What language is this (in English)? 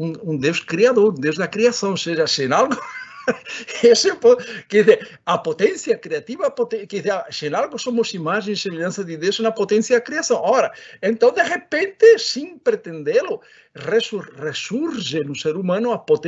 Portuguese